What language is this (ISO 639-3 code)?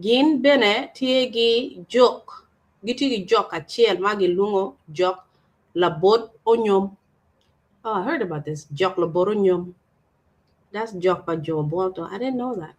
ach